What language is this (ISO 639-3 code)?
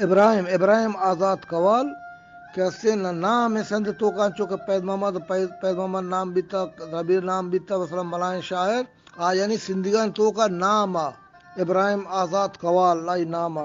bgp